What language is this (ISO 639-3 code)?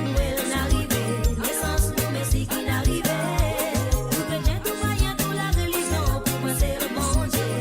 mfe